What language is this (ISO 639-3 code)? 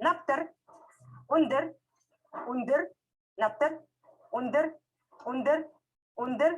bua